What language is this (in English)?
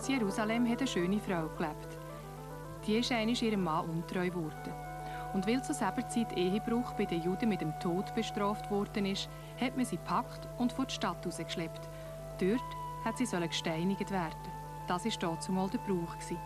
Swiss German